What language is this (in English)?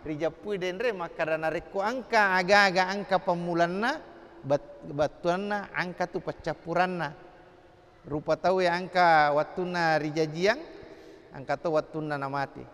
Buginese